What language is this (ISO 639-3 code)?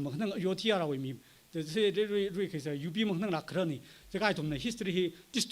nmf